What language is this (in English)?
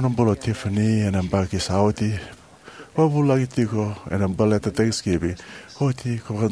Fijian